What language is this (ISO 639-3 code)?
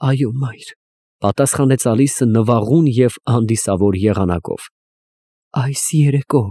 hye